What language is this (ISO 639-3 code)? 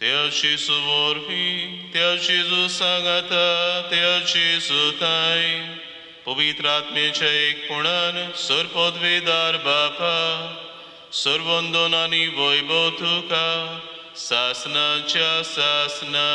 kok